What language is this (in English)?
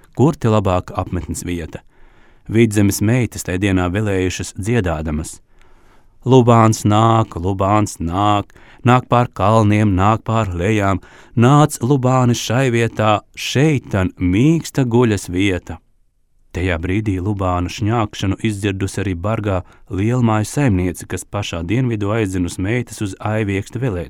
Latvian